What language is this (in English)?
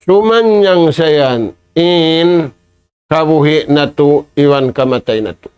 Tausug